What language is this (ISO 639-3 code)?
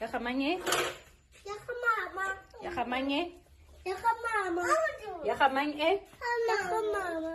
tsn